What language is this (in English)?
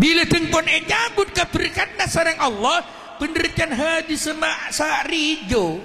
Madurese